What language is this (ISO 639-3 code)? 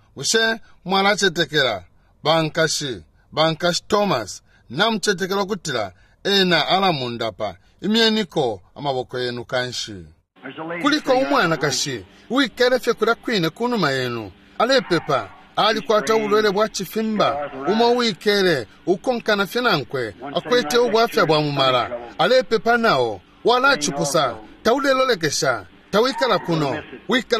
bem